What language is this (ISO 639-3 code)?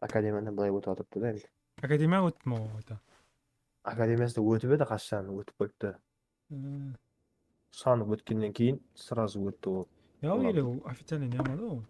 kaa